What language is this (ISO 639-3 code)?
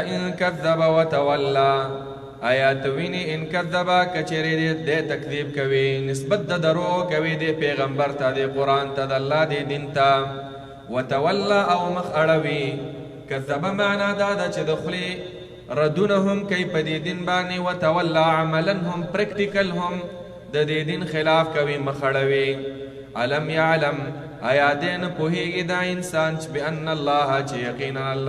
pus